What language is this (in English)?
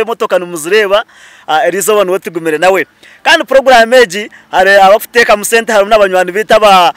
Nyankole